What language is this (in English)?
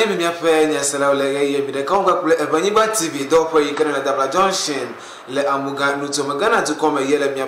Ewe